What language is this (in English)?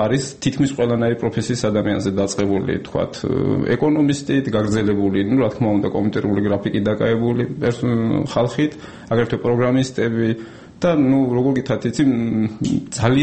Georgian